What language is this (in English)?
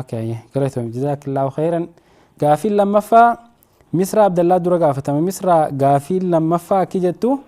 Oromo